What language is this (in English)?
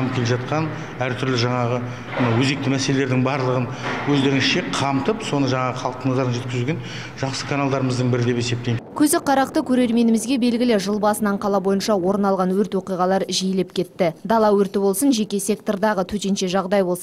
Kazakh